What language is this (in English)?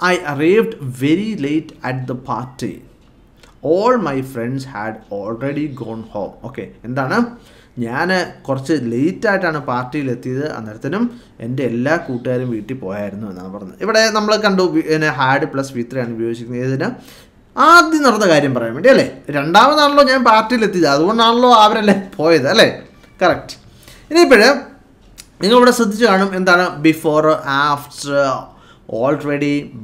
Malayalam